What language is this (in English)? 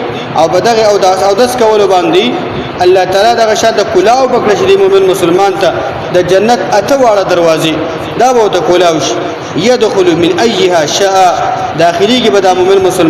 Pashto